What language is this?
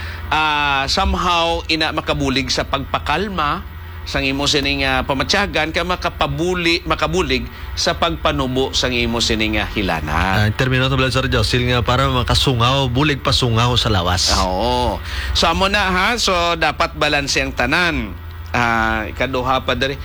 Hiligaynon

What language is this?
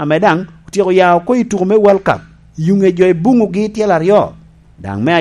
Lango (Uganda)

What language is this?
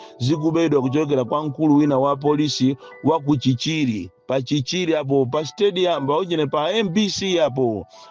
Nyanja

